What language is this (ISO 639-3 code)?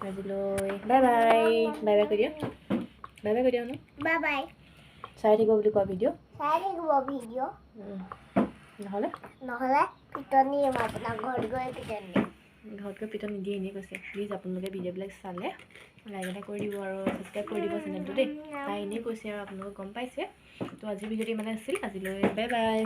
asm